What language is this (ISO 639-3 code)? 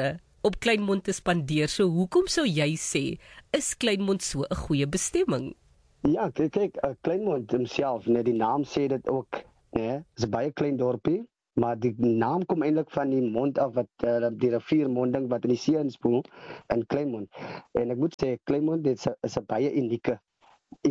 afr